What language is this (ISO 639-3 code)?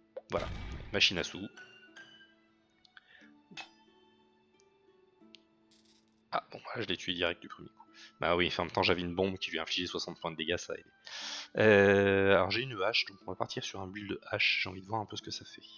fra